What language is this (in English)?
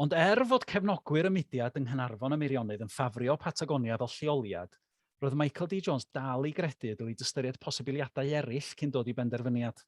Welsh